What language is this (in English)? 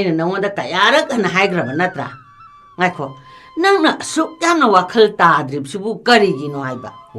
Manipuri